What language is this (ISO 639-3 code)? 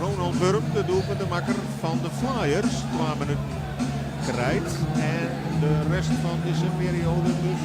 fry